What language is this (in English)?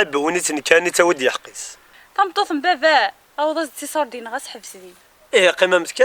Kabyle